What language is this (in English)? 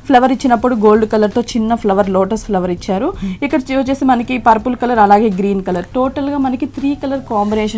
Telugu